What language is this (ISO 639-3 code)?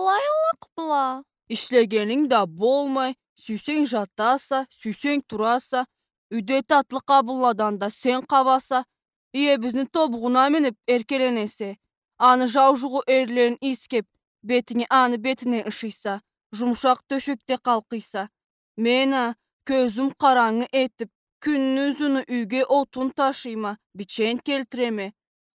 krc